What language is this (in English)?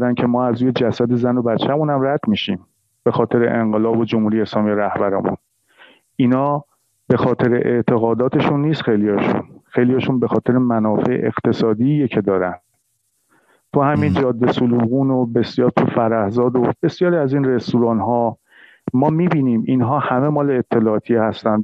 Persian